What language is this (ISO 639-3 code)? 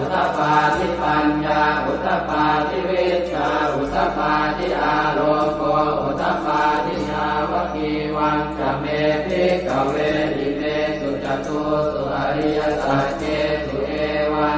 pli